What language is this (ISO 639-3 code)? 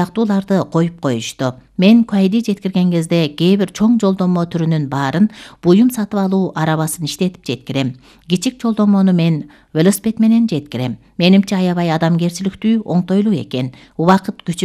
kir